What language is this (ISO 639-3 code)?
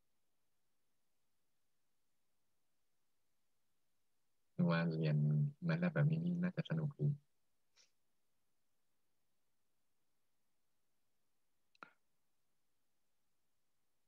tha